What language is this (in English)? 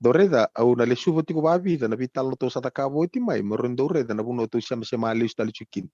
Fijian